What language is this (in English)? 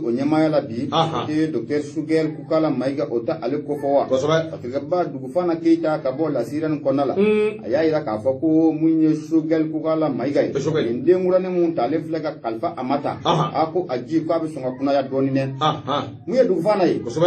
Bambara